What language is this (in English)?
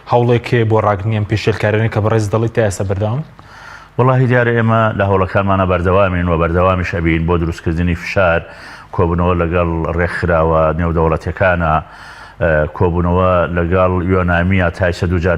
Central Kurdish